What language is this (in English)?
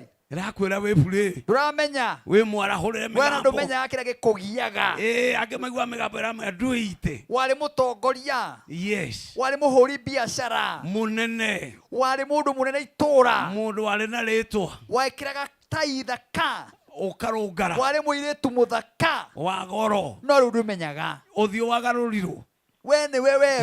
Kikuyu